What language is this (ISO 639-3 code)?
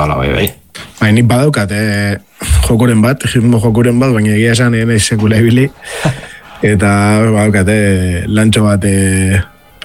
eus